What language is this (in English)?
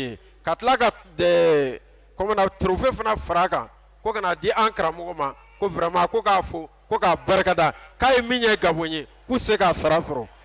Bambara